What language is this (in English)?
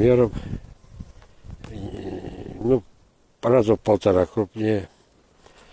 Russian